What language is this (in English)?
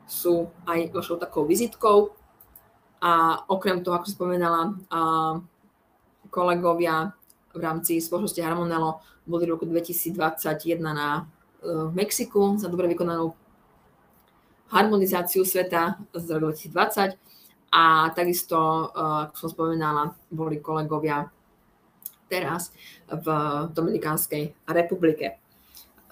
Slovak